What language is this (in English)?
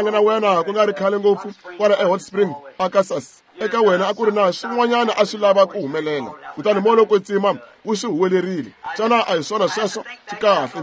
Tsonga